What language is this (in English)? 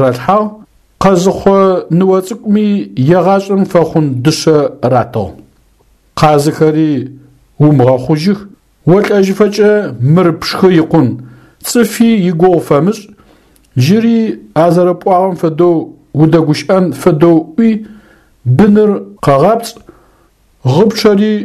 Adyghe